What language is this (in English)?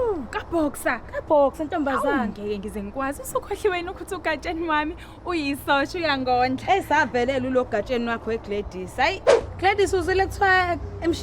Zulu